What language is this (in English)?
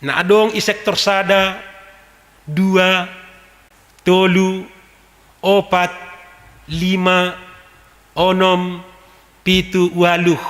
Batak Simalungun